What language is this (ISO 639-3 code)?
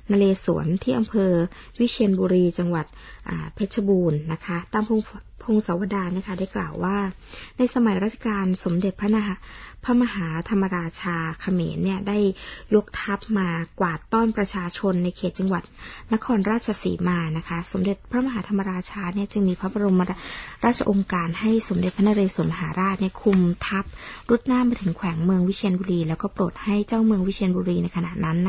tha